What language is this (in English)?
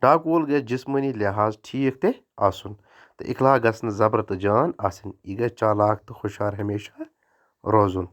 Kashmiri